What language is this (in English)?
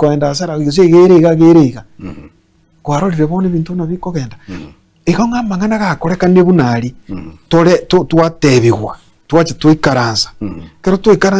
Gusii